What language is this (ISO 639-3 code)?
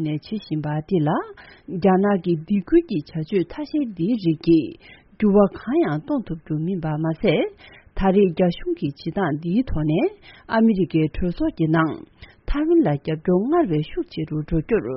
bod